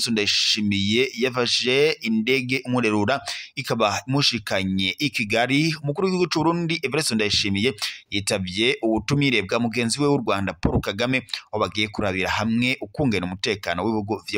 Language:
Rundi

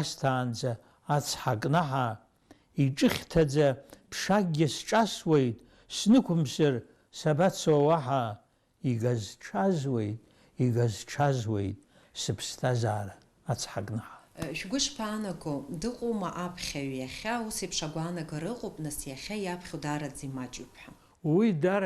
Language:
Abkhazian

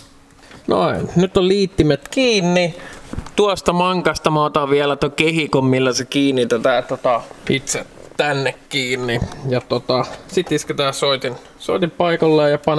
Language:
Finnish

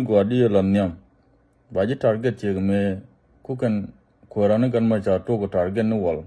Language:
Nuer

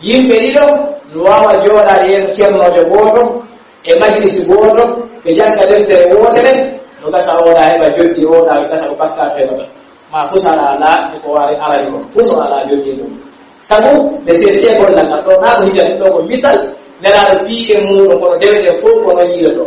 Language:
Pular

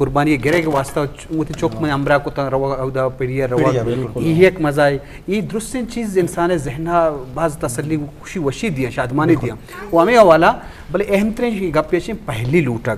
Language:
Eastern Balochi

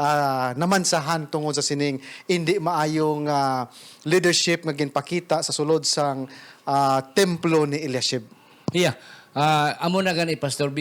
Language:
Hiligaynon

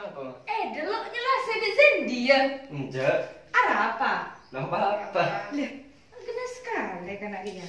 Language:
Madurese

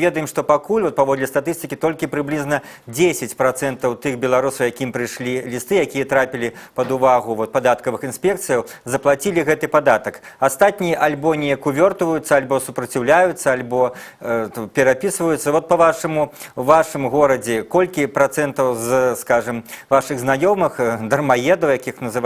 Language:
Belarusian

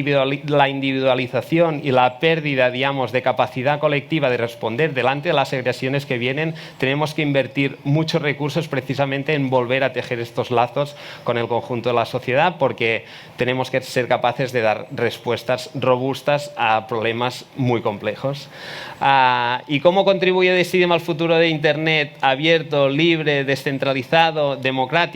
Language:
Spanish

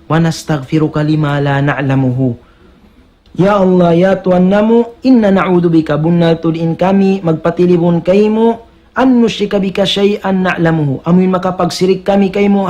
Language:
Tausug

